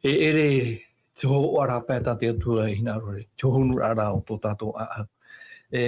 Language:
Tahitian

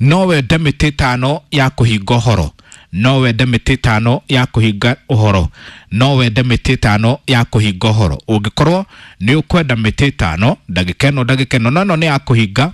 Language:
Kikuyu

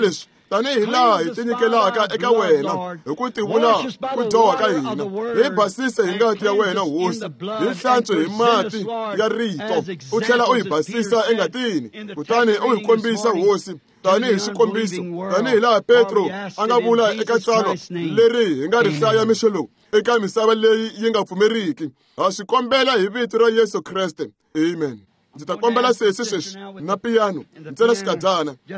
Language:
Tsonga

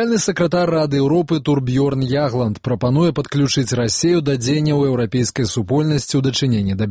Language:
Belarusian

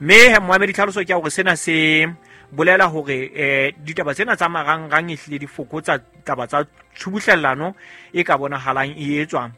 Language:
Southern Sotho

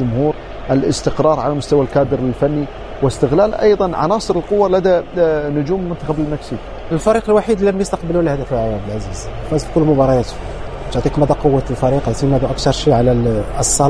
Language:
Arabic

